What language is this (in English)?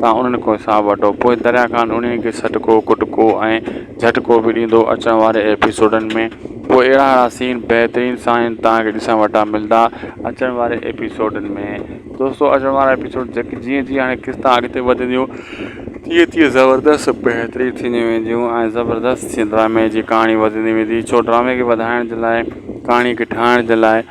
Sindhi